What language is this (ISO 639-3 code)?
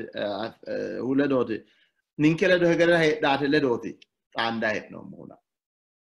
sid